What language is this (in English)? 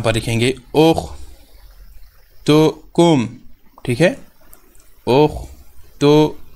Urdu